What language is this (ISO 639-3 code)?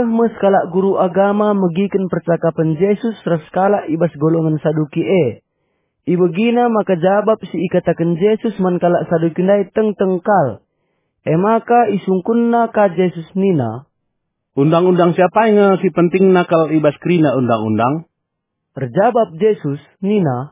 btx